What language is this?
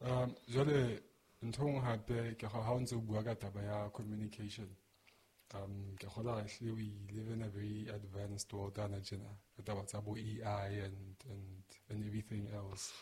Southern Sotho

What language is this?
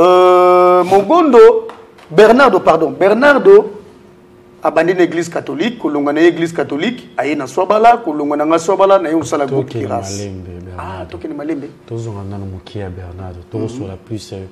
Lingala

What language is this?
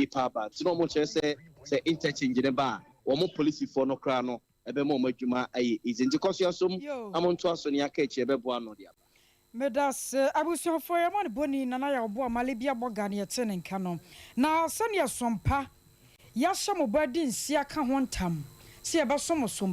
Akan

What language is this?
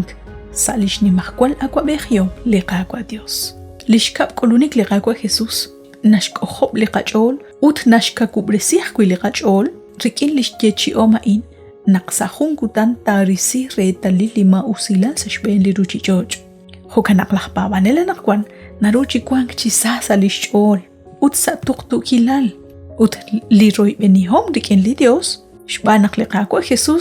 Kekchí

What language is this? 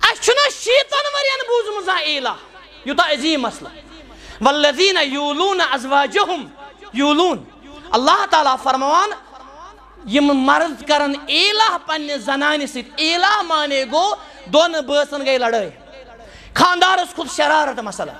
Kashmiri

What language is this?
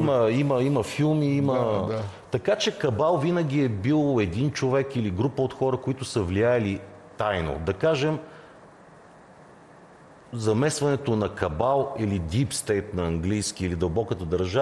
Bulgarian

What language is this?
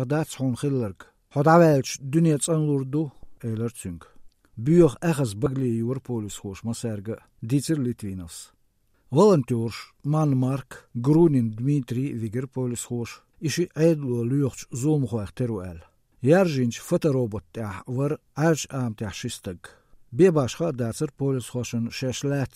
Chechen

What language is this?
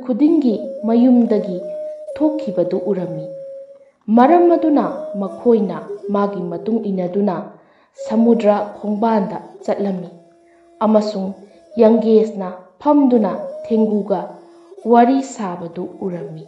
Manipuri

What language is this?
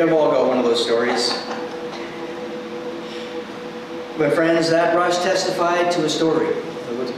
English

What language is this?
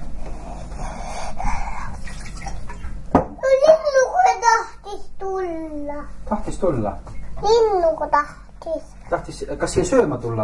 Estonian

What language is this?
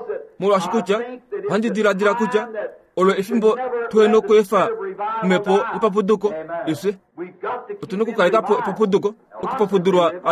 Kuanyama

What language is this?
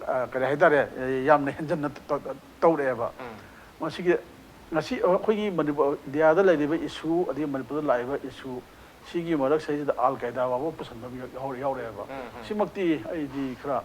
Manipuri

